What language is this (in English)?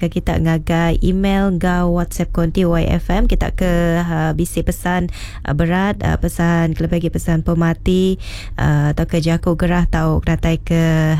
Iban